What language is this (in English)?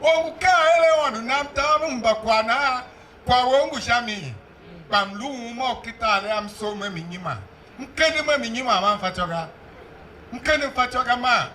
Tiv